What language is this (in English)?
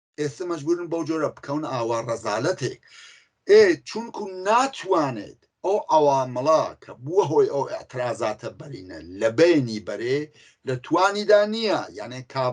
Central Kurdish